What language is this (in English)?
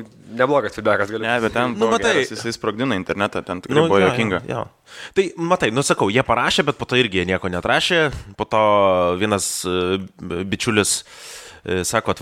Lithuanian